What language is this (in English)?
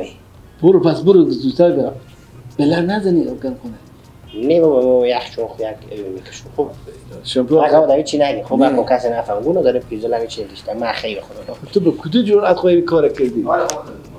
Persian